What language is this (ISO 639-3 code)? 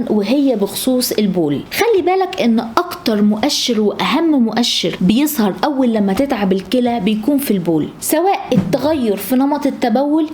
arz